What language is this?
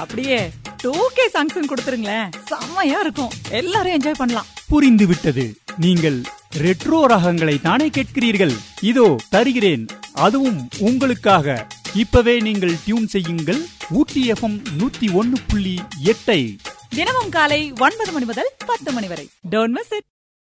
Tamil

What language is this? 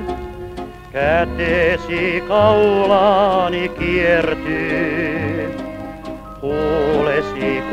Finnish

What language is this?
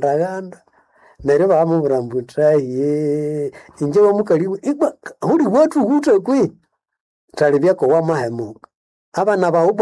Nande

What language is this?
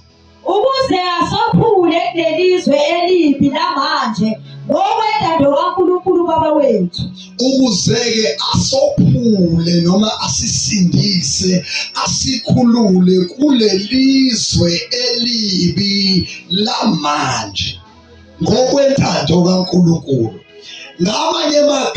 Zulu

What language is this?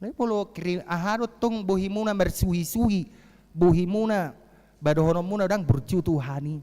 Batak Toba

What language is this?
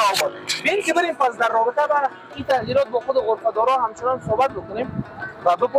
Persian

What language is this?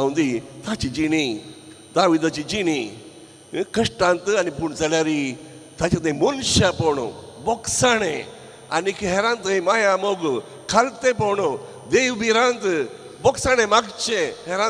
Konkani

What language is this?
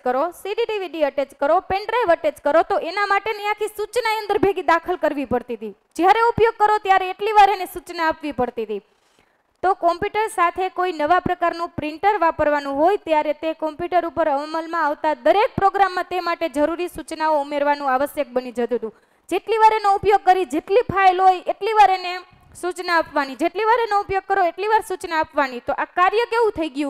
Gujarati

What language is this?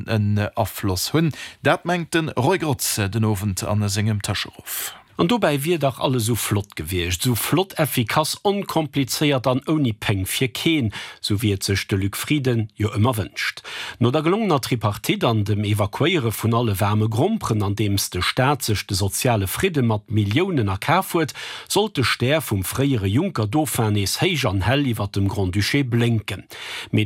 Luxembourgish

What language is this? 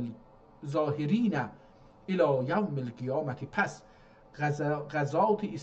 South Azerbaijani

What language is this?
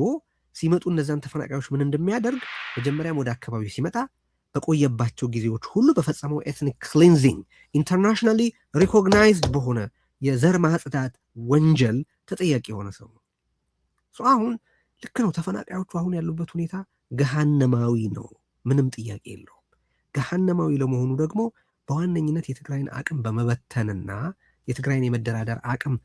Amharic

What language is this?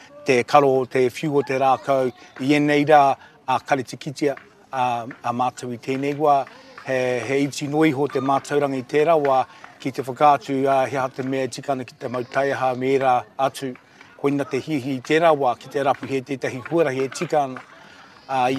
Māori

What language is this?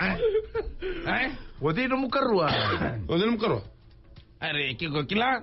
Fijian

